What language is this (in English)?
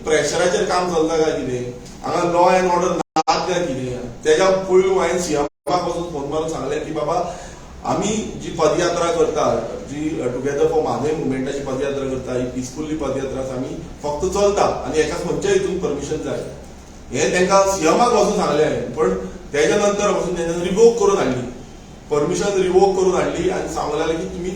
Konkani